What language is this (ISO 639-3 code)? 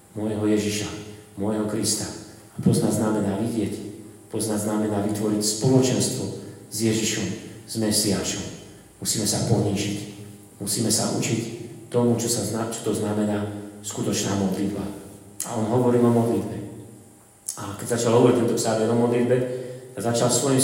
slk